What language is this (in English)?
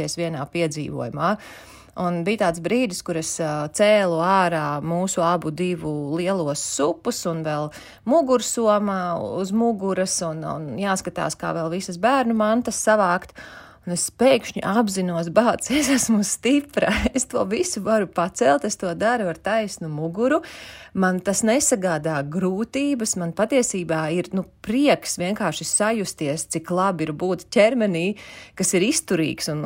Latvian